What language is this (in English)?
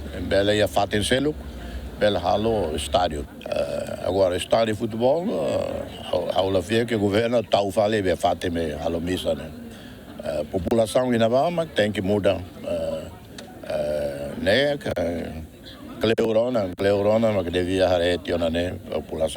Tetum